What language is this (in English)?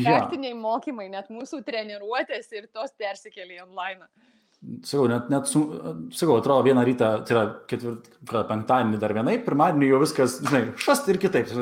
Lithuanian